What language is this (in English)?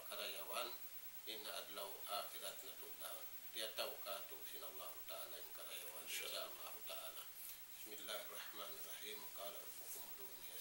Tausug